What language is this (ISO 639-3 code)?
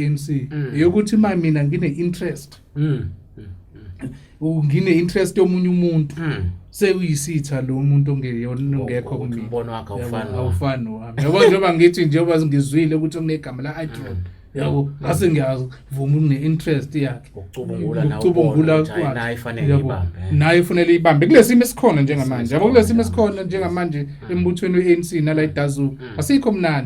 zul